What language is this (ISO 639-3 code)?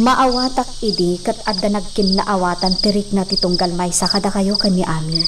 ilo